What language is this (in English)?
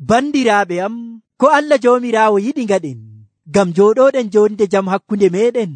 Nigerian Fulfulde